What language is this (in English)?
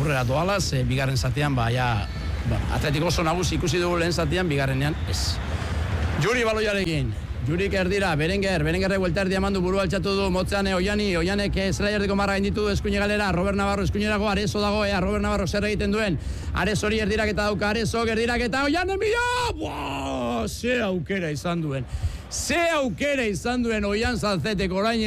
Basque